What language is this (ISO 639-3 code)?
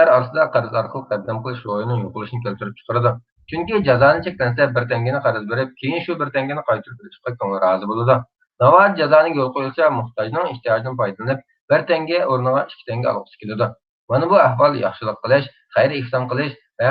uig